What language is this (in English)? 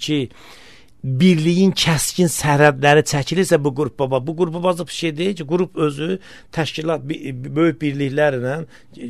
Azerbaijani